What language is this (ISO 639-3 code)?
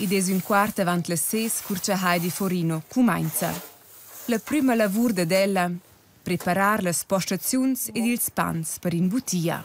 roh